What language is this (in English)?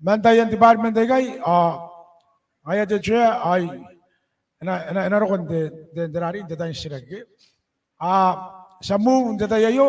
Gilbertese